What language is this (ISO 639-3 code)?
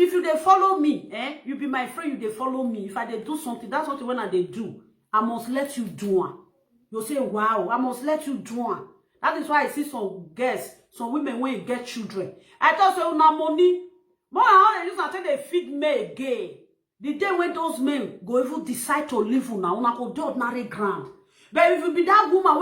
pcm